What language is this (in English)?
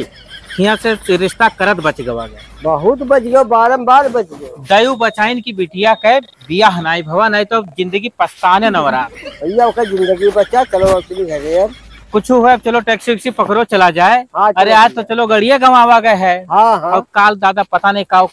Awadhi